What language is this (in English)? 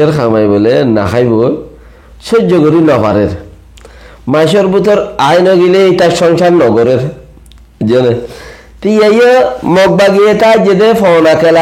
Rohingya